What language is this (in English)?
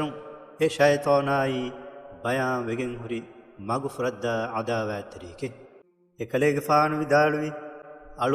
Divehi